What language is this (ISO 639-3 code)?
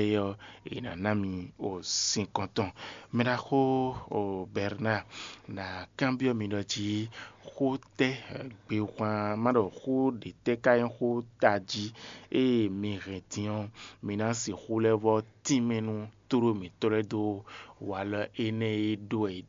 fon